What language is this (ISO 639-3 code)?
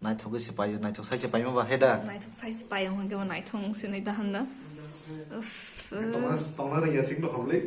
trp